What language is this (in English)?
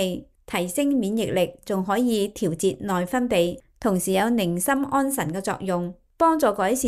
Cantonese